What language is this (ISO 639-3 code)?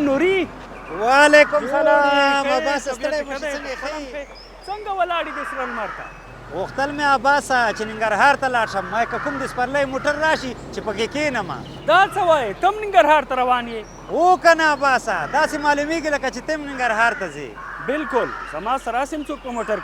pus